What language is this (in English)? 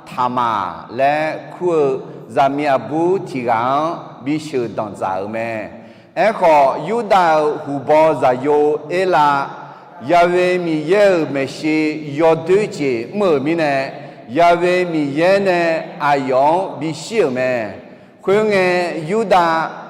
Akha